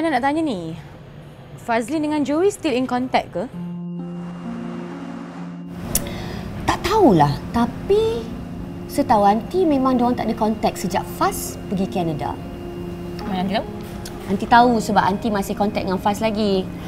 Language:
Malay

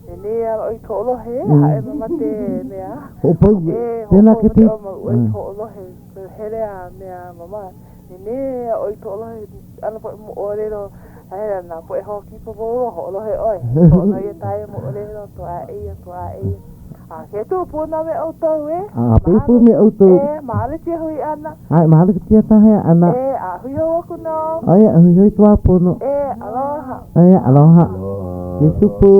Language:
Hawaiian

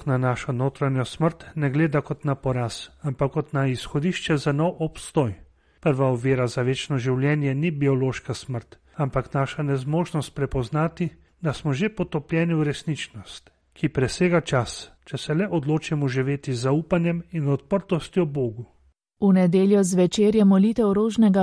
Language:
Slovenian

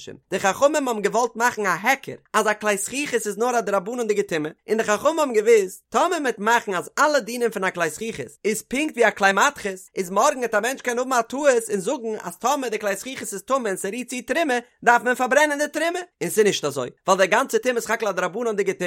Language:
Yiddish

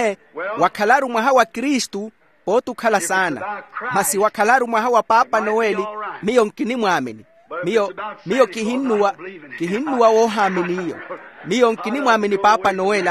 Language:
Makhuwa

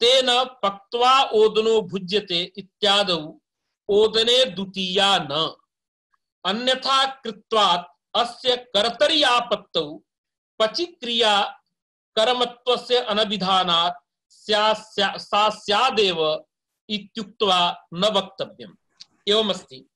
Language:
Sanskrit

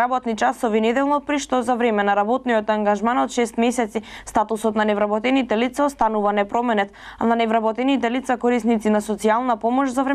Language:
Macedonian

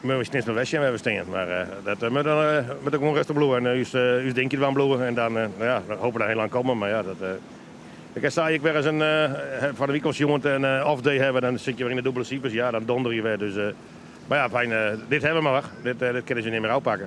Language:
Western Frisian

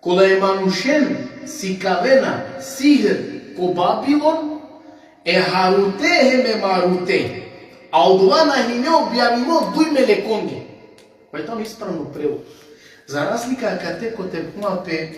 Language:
Balkan Romani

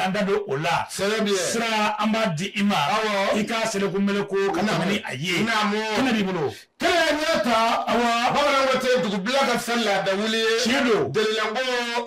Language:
Bambara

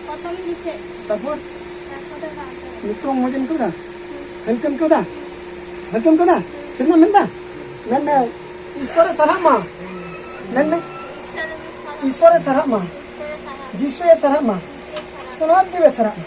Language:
Santali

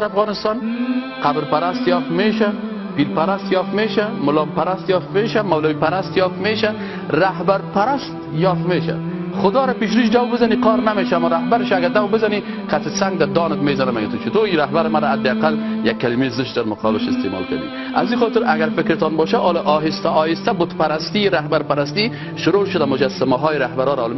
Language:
Persian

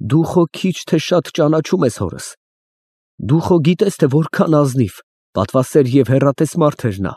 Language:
Armenian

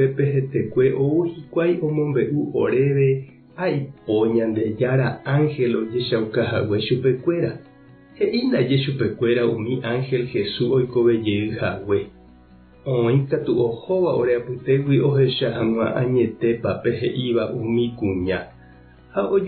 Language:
Guarani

